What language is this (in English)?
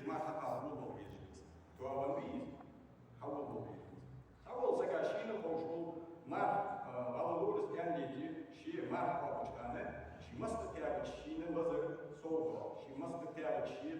Ingush